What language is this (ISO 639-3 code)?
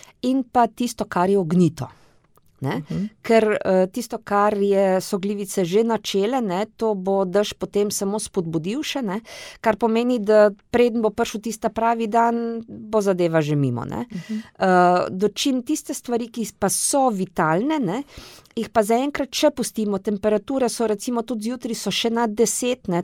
slv